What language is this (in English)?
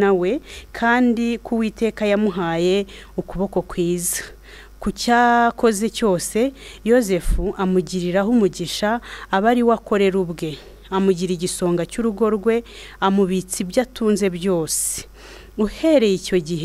Kinyarwanda